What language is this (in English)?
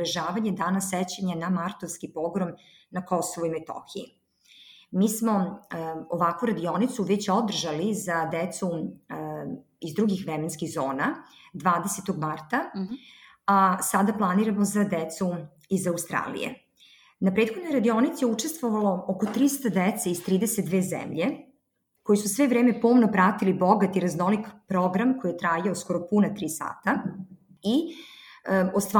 Serbian